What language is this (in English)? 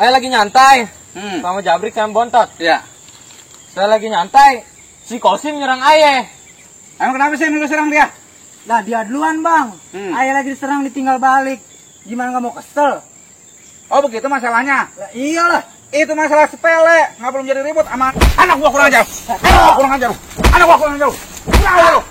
Betawi